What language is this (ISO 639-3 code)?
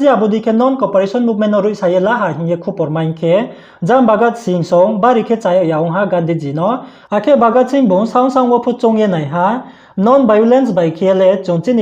ria